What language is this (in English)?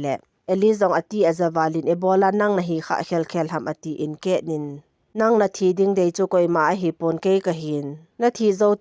Thado Chin